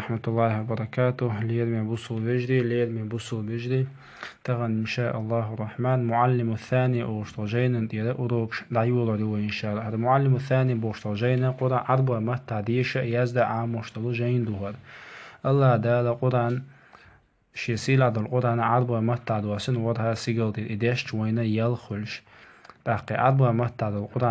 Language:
Chechen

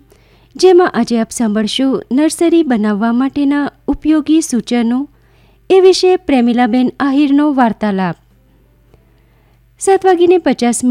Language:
Gujarati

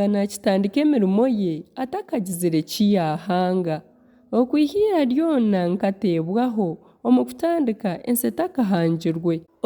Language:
Nyankole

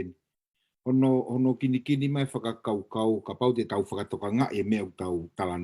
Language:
Tongan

